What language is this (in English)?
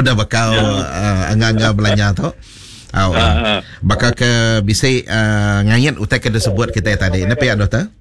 Iban